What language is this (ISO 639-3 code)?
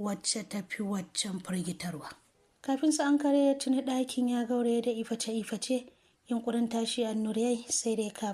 hau